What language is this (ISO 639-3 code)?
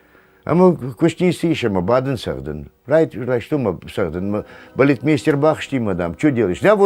oss